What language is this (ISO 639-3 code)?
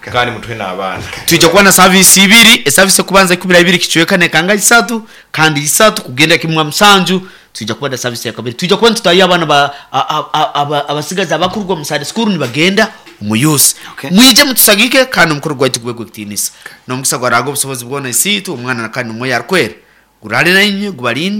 nyo